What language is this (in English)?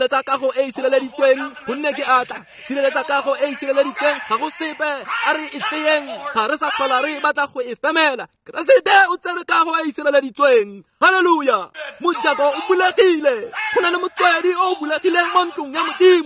Tswana